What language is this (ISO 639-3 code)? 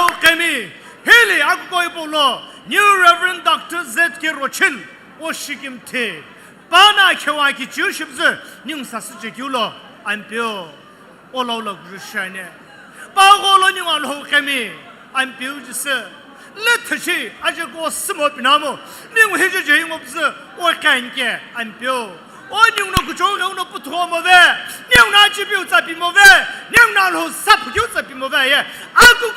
nsm